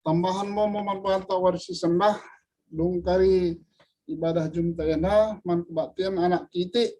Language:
Batak Karo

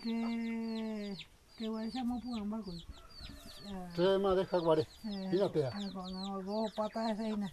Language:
Guarani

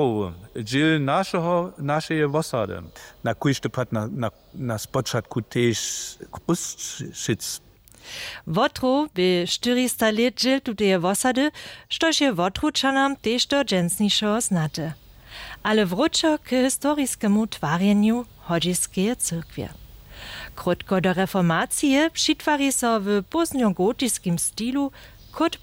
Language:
Upper Sorbian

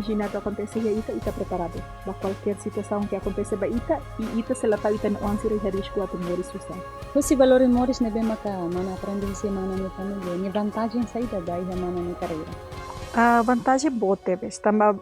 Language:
Tetum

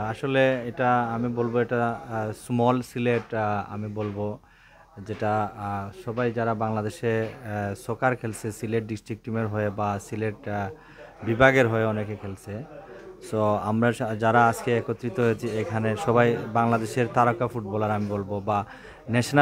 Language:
Bangla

